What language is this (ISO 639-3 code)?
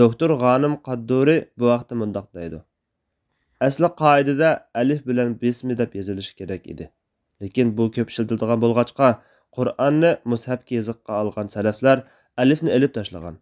uig